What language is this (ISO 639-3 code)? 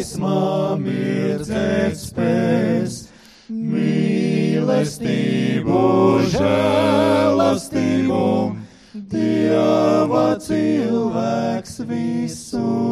lav